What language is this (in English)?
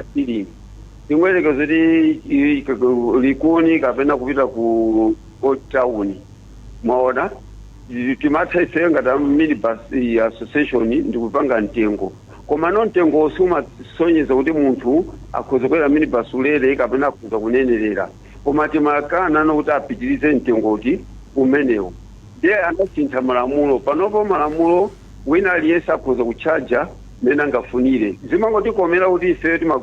Nyanja